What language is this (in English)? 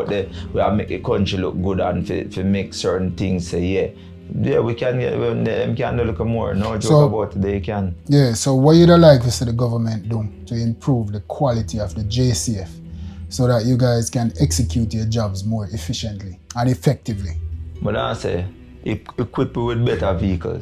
Jamaican Creole English